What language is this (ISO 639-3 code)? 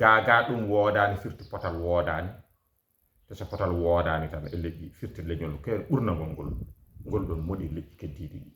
ful